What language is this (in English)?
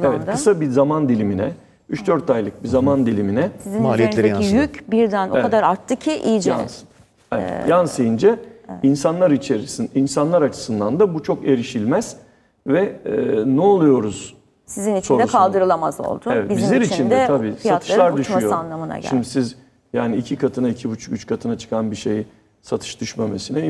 Turkish